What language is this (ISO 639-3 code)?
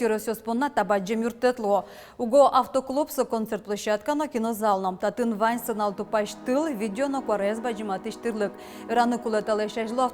udm